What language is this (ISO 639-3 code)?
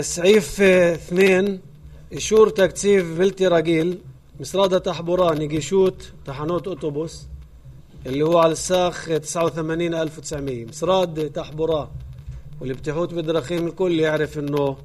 apc